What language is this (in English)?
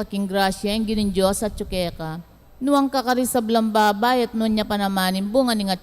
Pampanga